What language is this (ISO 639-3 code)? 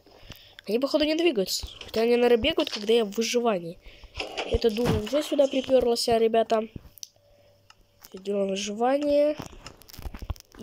rus